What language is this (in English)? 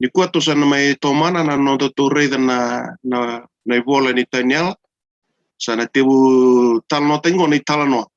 Fijian